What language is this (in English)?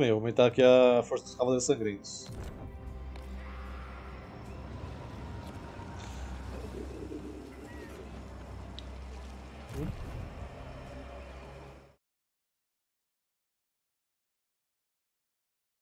Portuguese